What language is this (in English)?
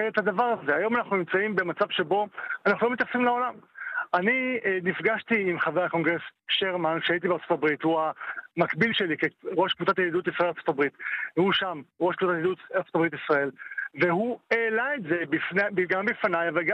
Hebrew